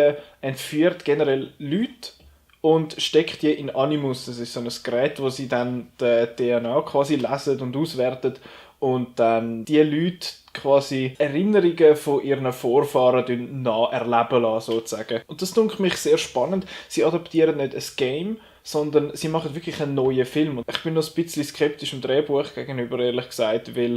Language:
Swiss German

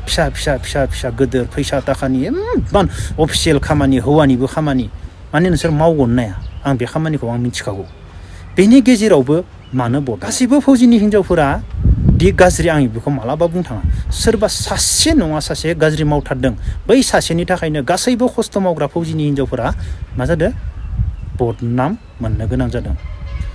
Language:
Bodo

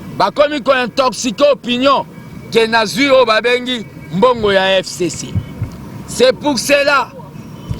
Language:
Lingala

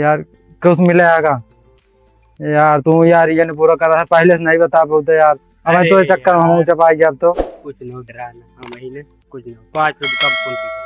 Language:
Awadhi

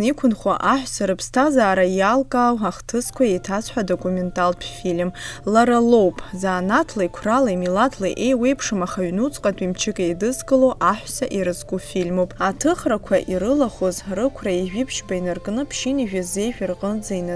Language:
Abkhazian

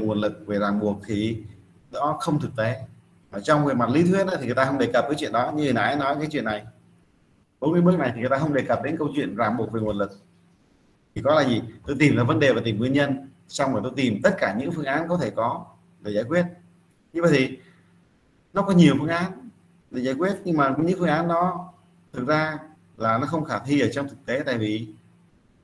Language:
Vietnamese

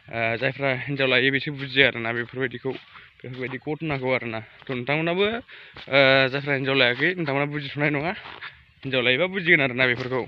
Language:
Bodo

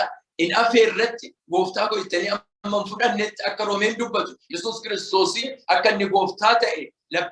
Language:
Oromo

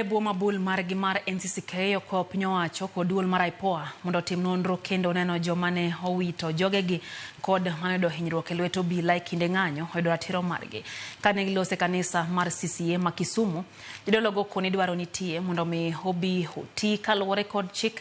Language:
Luo (Kenya and Tanzania)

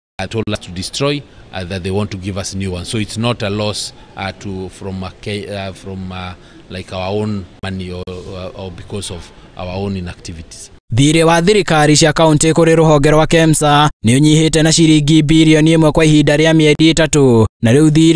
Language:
Kikuyu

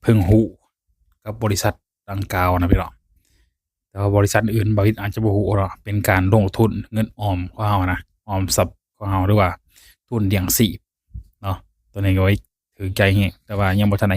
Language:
Lao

